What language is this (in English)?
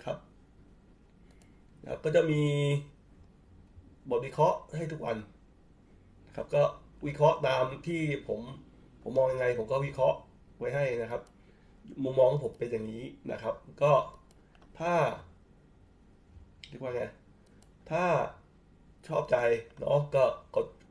Thai